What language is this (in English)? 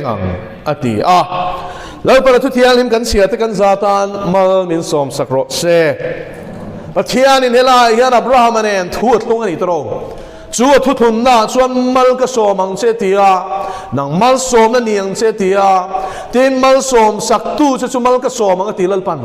Mizo